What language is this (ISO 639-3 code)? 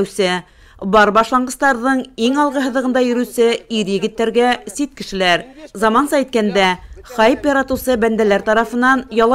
bak